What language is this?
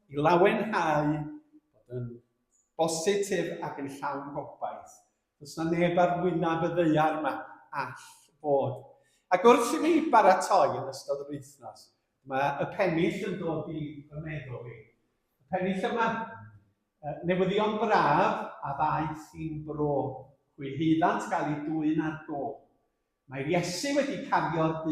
Welsh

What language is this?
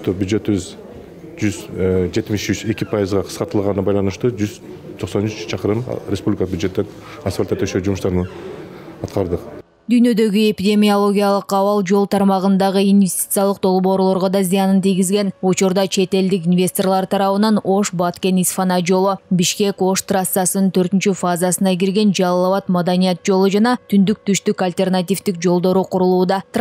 Kyrgyz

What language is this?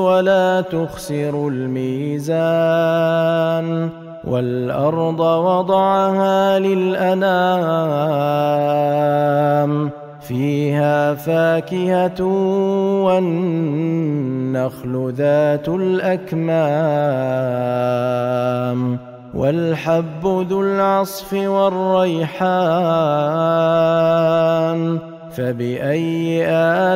Arabic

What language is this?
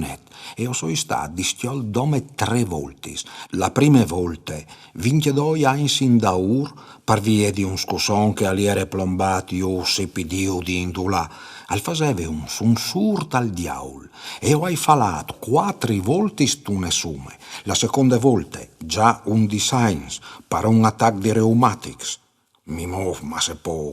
Friulian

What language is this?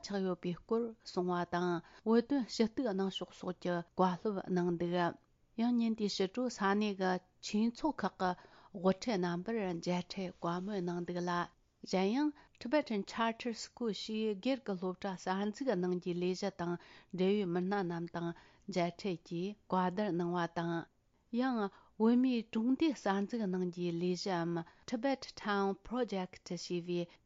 Tibetan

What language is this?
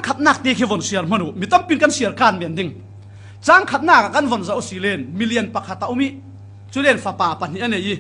Falam Chin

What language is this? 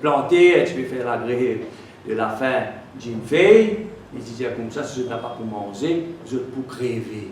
Morisyen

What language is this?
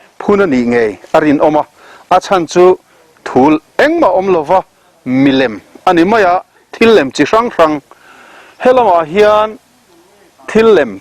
Mizo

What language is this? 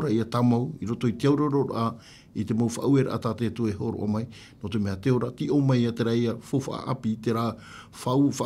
Tahitian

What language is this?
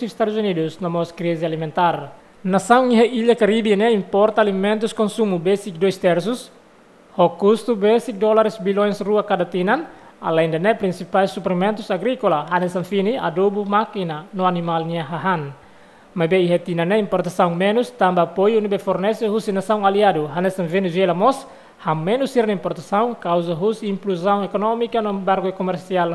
Tetum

